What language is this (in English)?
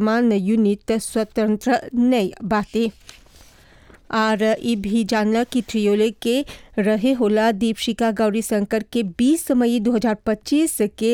Bhojpuri